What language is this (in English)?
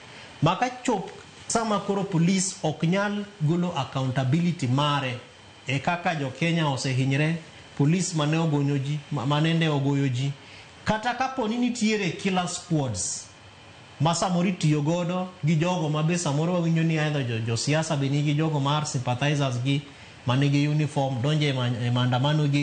Luo (Kenya and Tanzania)